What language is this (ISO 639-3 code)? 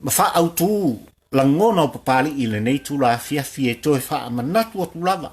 smo